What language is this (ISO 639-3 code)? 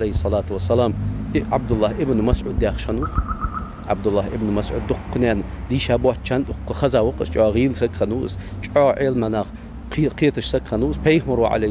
inh